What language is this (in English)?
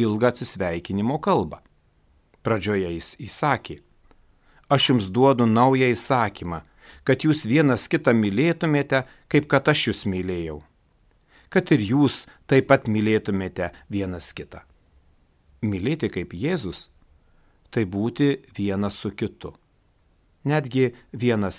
Lithuanian